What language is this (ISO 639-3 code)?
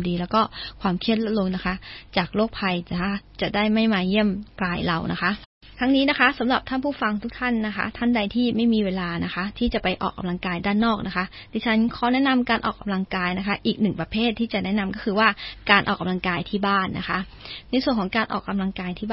tha